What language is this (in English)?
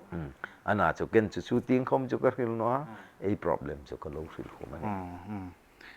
Hmar